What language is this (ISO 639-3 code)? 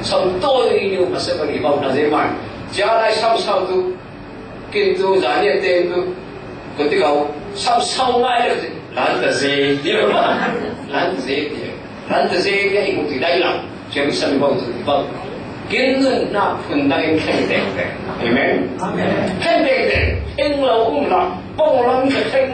cfm